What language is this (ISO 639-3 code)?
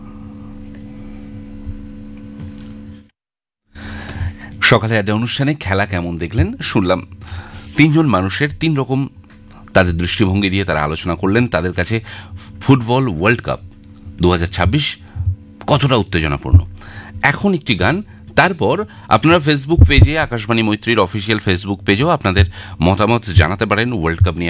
ben